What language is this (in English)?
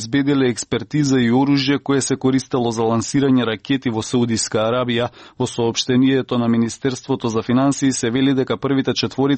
Macedonian